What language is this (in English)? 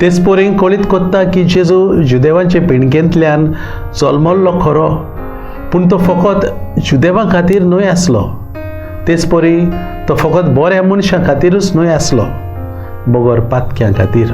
Konkani